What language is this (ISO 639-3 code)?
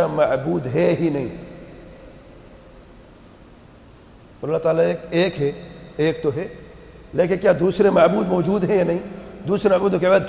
urd